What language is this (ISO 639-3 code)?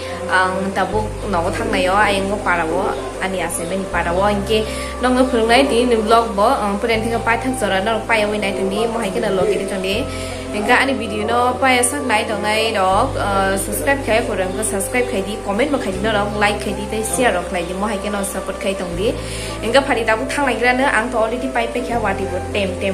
trp